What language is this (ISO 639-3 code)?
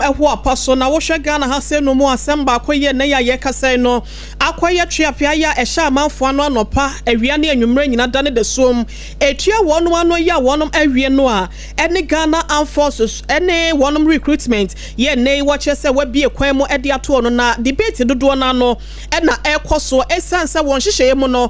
aka